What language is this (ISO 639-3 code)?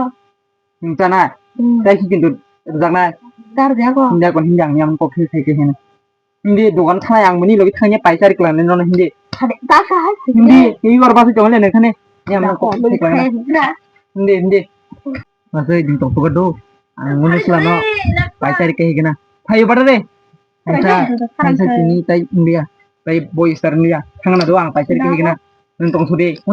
trp